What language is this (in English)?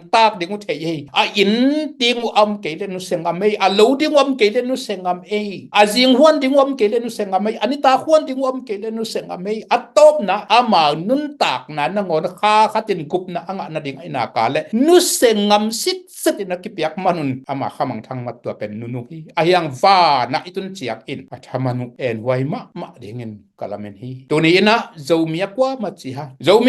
Tedim Chin